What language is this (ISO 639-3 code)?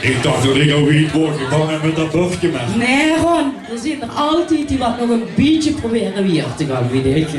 lim